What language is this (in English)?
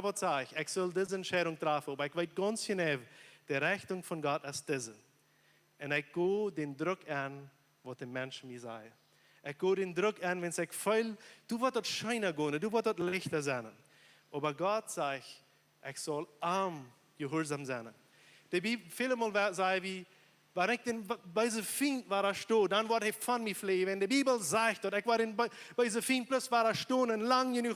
Plautdietsch